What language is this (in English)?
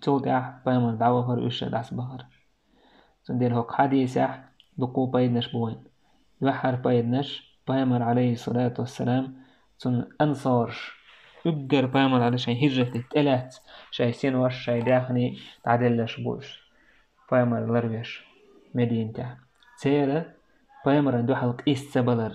Chechen